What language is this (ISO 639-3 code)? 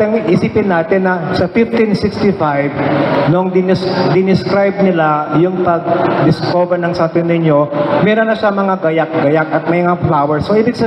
fil